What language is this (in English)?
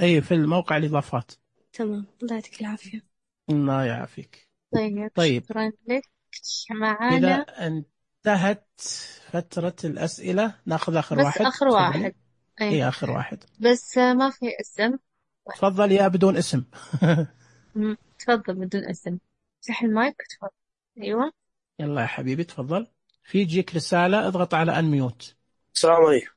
Najdi Arabic